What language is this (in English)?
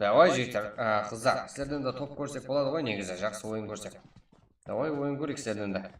Kara-Kalpak